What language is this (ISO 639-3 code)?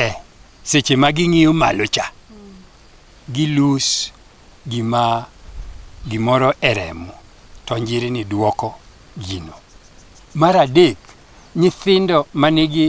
luo